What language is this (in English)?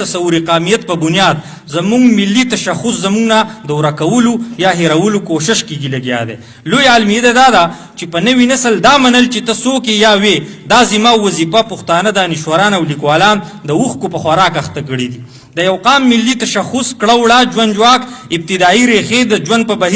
Pashto